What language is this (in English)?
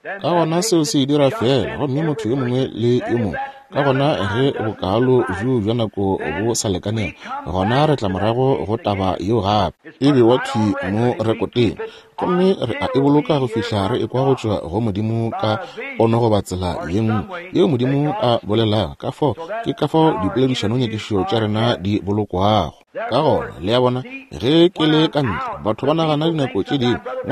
Northern Sotho